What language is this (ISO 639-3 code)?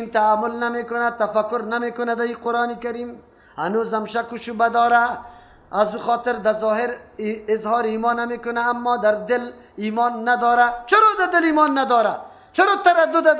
fas